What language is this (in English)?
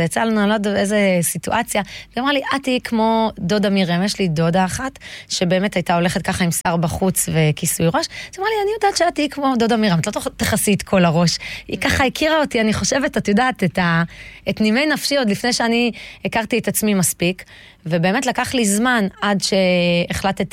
Hebrew